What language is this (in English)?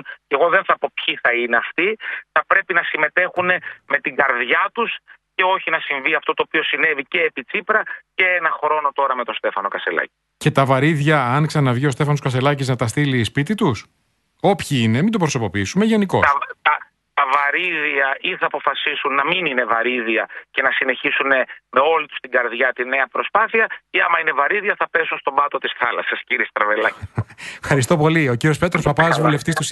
Greek